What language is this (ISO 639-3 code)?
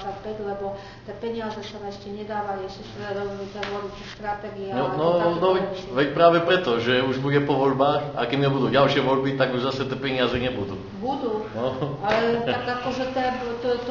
slk